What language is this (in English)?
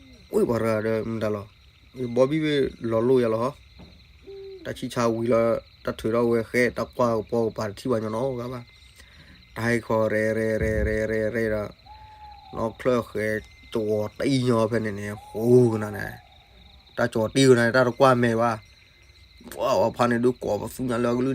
S'gaw Karen